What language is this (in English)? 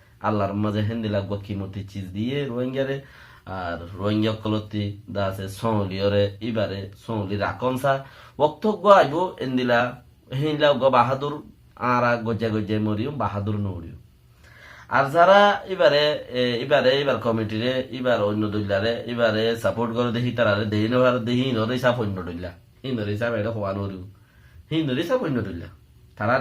Rohingya